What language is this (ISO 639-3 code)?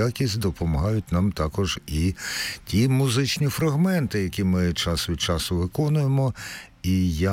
ukr